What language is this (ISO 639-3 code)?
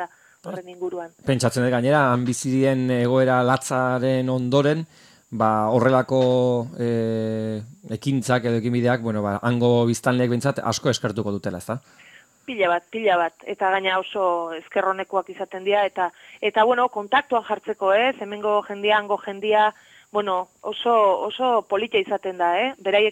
eus